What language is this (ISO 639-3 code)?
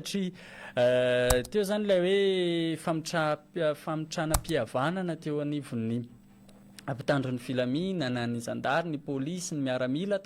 mlg